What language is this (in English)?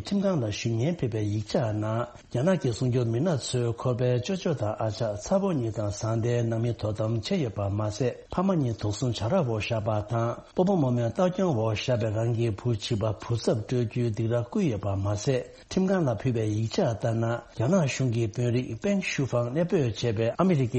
Tibetan